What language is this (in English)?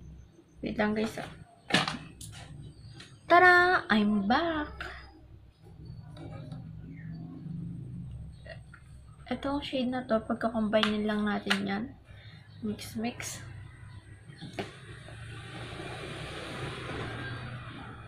Filipino